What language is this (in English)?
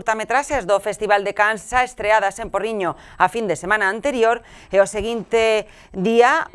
Galician